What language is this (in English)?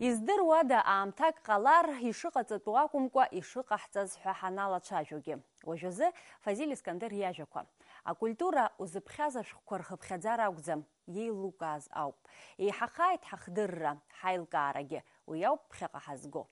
Abkhazian